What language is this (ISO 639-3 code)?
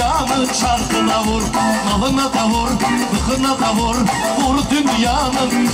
tur